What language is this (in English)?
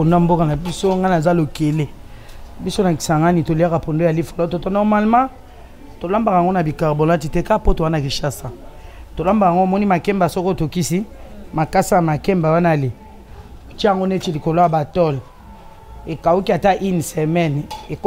Lingala